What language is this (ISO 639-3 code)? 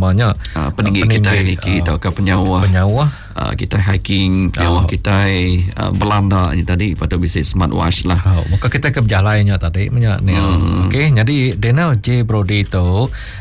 iba